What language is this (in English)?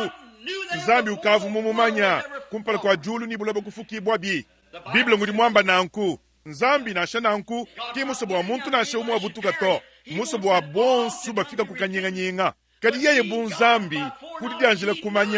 Luba-Lulua